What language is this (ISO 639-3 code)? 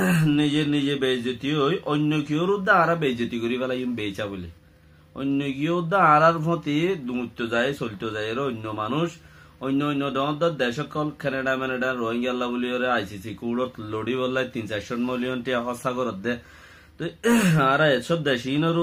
rhg